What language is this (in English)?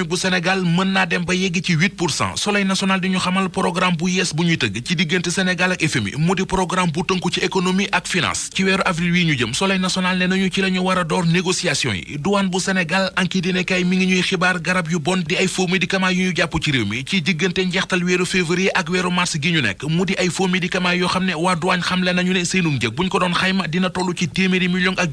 Wolof